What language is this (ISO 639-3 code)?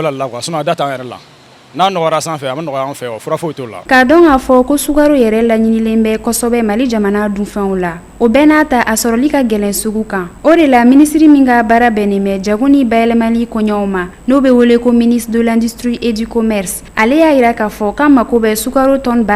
bam